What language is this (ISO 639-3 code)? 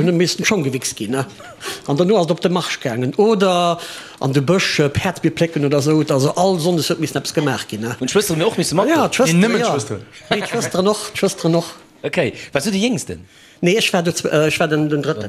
ltz